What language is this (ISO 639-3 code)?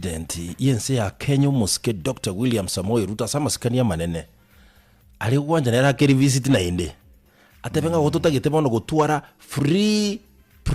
guz